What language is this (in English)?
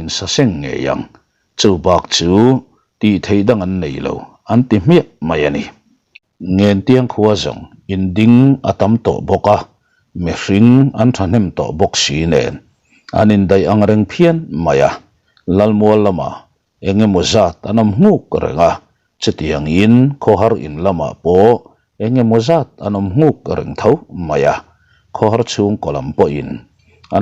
Mizo